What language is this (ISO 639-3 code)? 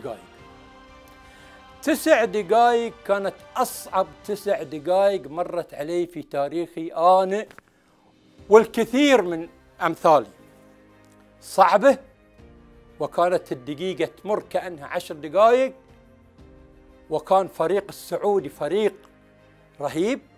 ara